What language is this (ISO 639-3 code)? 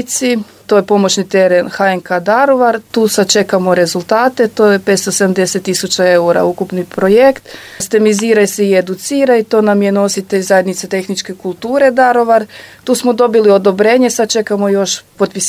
hrv